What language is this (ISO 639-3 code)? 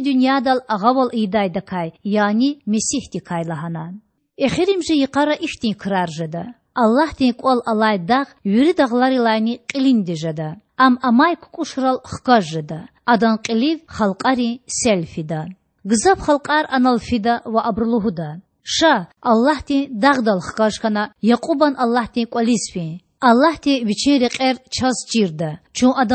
hye